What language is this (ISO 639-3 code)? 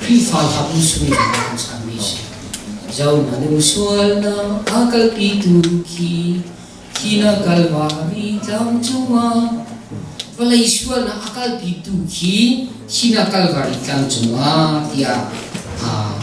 cnh